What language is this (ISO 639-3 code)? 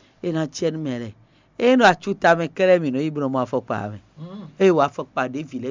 fon